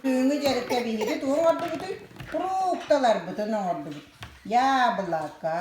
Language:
Yakut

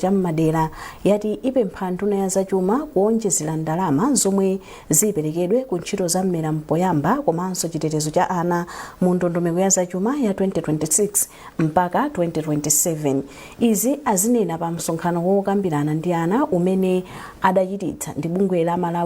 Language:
Nyanja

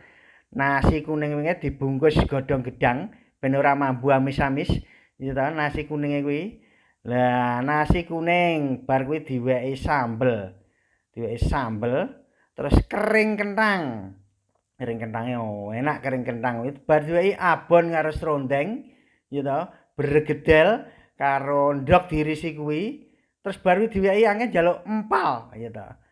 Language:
Javanese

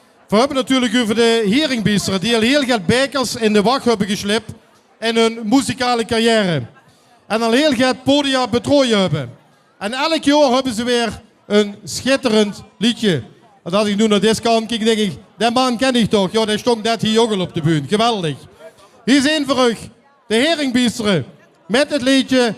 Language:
Limburgish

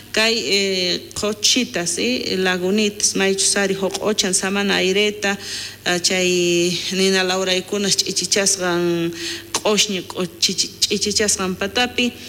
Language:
South Bolivian Quechua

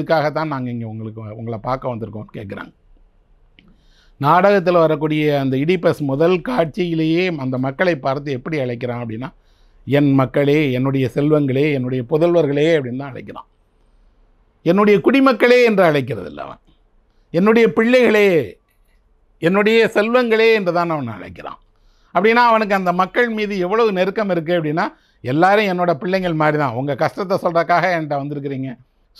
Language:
Tamil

